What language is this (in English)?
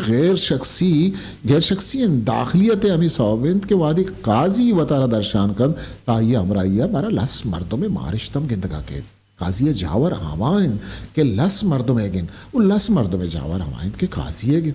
Eastern Balochi